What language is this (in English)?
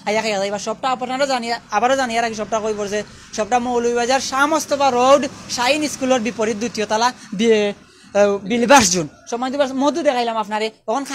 Sylheti